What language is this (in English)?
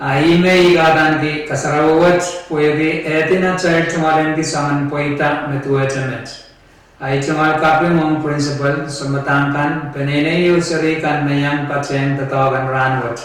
Pohnpeian